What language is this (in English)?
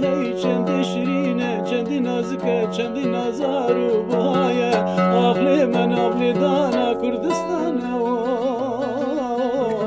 Kurdish